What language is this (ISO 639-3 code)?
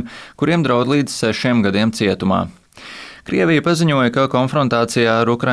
lav